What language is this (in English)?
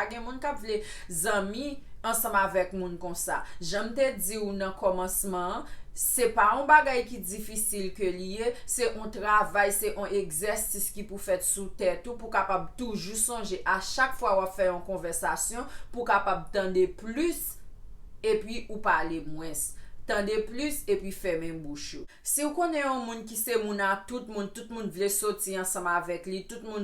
Haitian Creole